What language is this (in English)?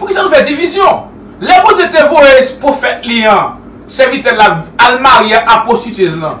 Haitian Creole